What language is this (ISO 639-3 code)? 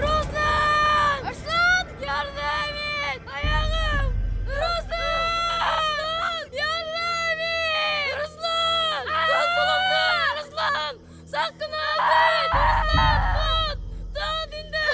bak